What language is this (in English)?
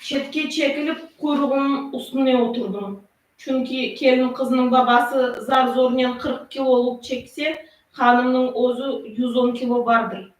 Crimean Tatar